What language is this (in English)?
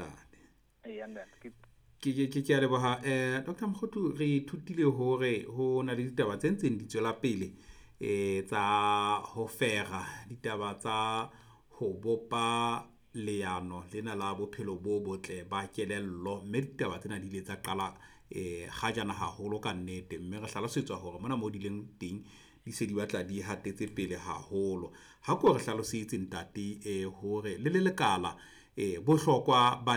Southern Sotho